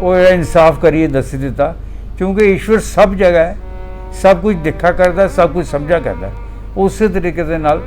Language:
Dogri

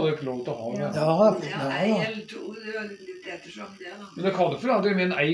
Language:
Norwegian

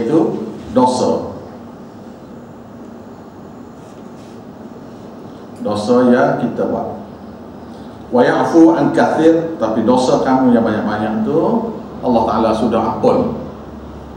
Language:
Malay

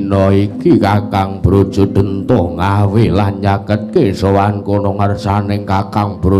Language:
Javanese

